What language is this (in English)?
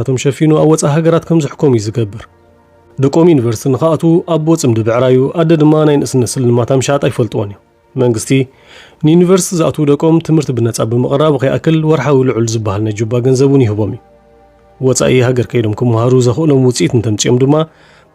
Tigrinya